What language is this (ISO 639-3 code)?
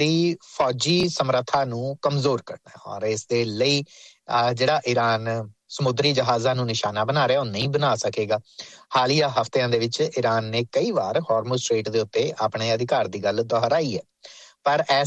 pan